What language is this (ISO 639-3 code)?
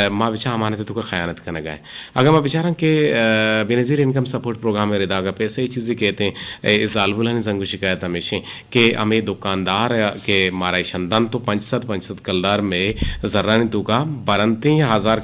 bgp